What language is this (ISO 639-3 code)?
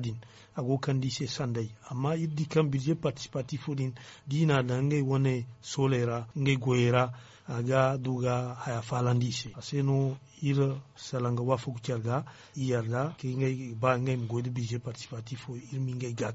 dje